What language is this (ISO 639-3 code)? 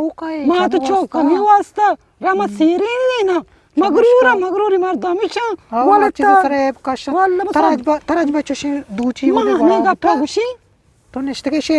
bgp